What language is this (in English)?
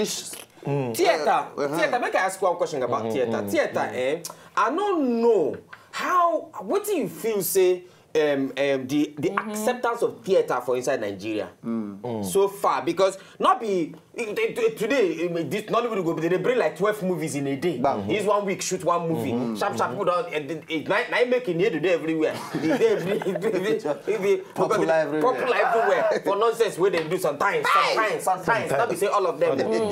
Nigerian Pidgin